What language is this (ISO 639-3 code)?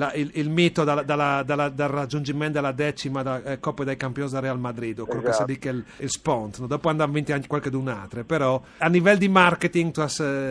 fur